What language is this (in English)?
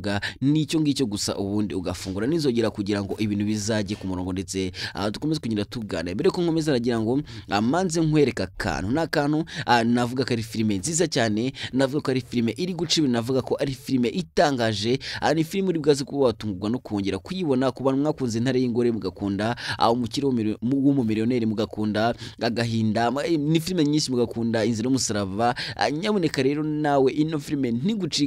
Kinyarwanda